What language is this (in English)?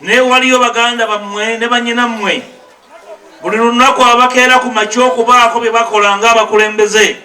Ganda